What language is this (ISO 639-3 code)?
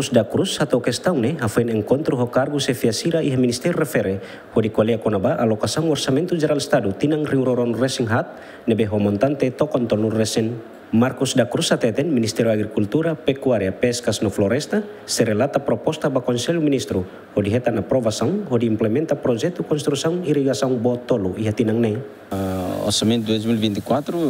tet